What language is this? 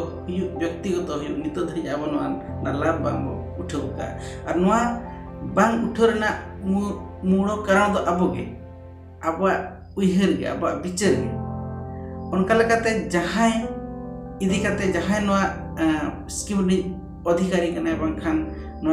Santali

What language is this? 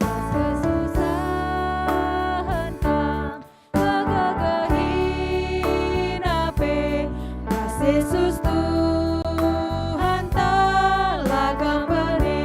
Batak Karo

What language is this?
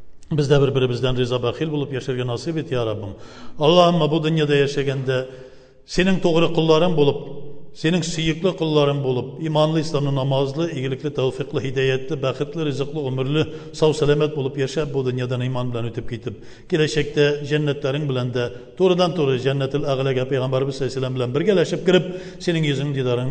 Tatar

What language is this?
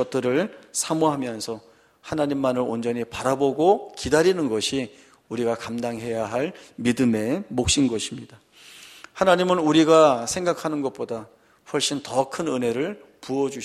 Korean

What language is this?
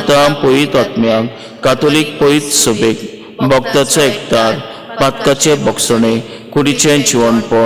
Konkani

